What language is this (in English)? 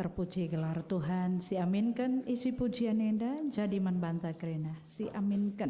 Batak Karo